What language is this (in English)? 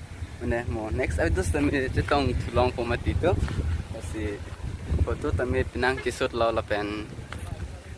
Karbi